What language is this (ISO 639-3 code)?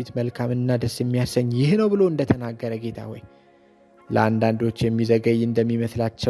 amh